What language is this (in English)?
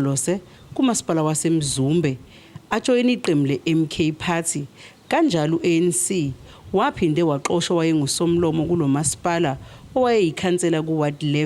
Zulu